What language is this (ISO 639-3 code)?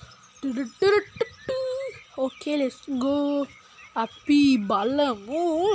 sin